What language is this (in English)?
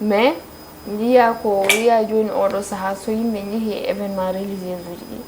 Fula